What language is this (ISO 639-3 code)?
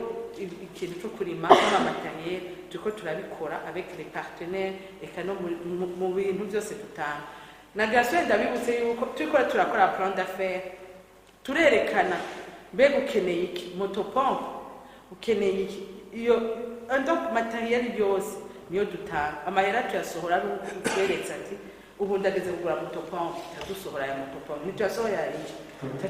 run